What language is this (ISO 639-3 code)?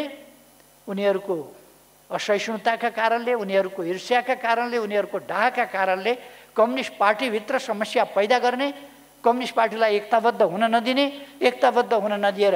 nep